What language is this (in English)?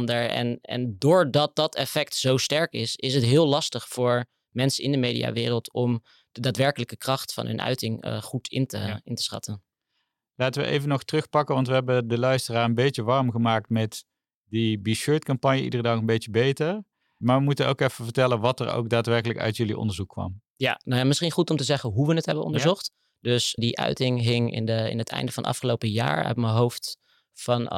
Dutch